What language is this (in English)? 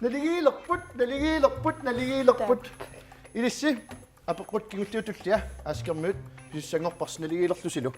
Kalaallisut